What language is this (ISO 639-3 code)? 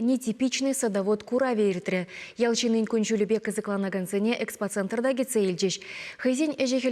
chv